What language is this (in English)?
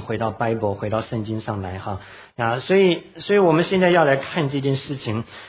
Chinese